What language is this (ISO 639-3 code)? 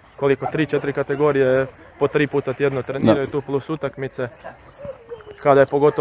hrv